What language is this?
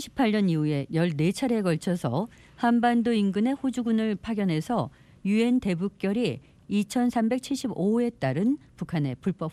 Korean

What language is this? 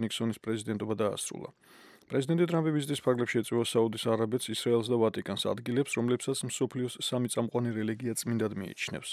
Georgian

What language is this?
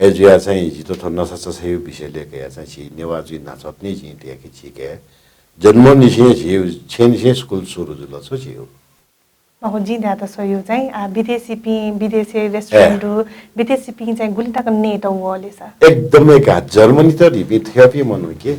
Newari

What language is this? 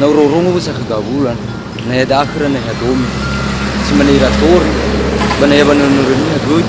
Nias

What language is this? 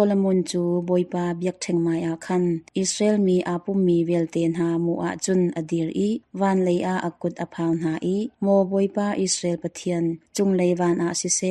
Hakha Chin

